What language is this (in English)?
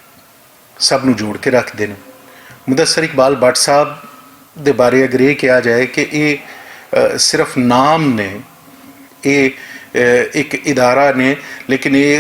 Western Panjabi